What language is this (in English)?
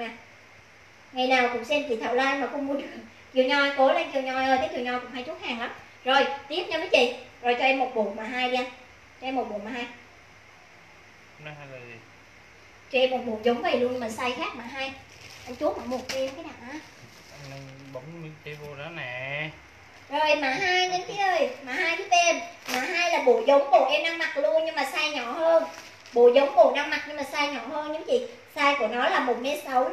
Vietnamese